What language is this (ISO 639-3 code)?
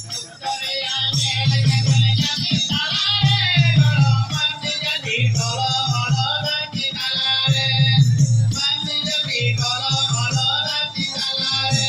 sat